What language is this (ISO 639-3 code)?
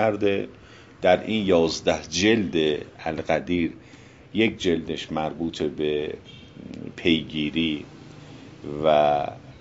fas